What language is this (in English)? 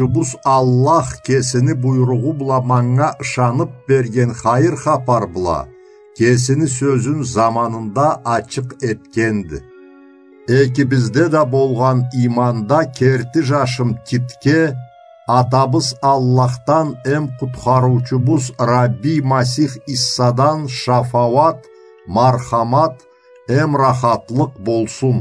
Karachay-Balkar